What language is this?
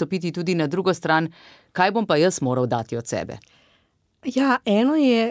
Slovenian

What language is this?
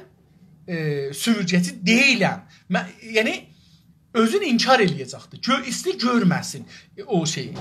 South Azerbaijani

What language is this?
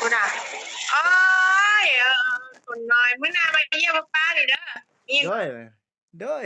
Lao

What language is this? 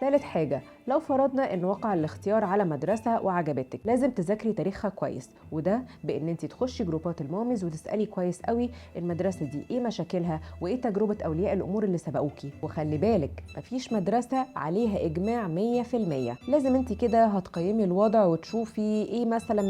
Egyptian Arabic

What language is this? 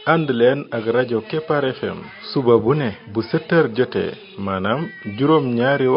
Wolof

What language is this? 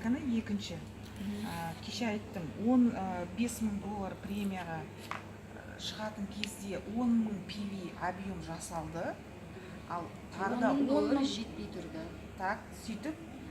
Kazakh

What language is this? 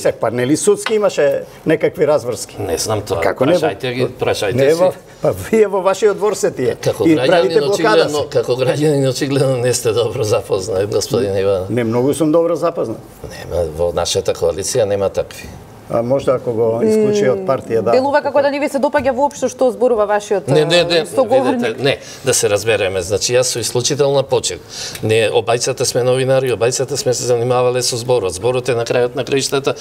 Macedonian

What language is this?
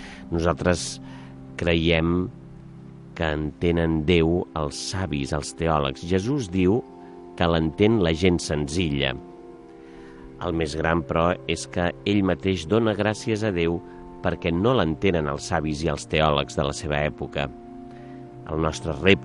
Catalan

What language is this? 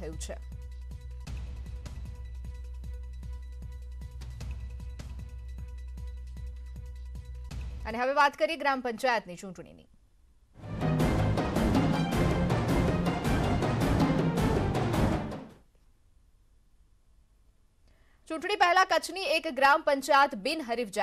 Gujarati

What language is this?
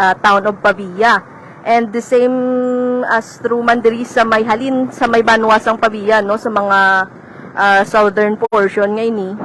Hiligaynon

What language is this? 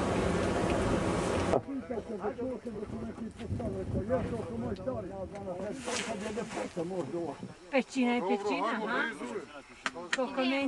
Bosnian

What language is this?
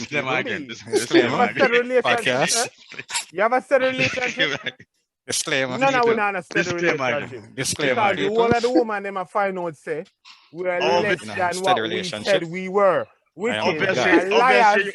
Jamaican Creole English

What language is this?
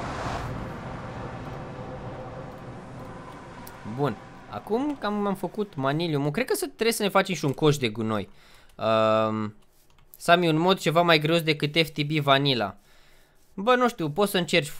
Romanian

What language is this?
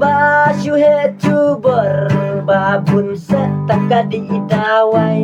Khasi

